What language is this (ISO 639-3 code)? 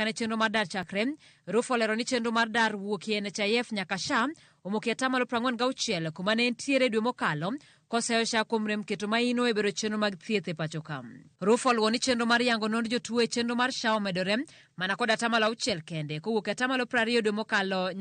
luo